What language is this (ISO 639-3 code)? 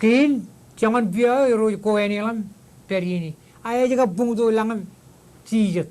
mah